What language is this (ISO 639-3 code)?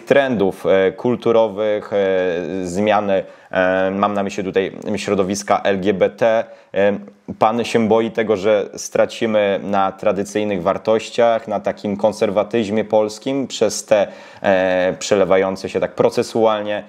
pol